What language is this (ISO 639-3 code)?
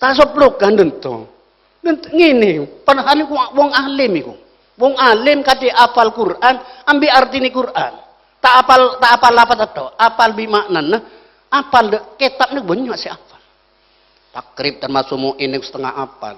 mad